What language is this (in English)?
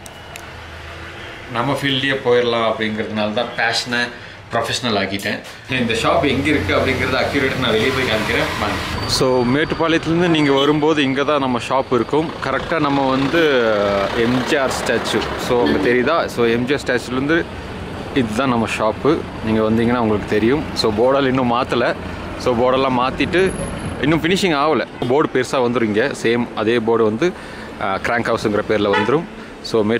Tamil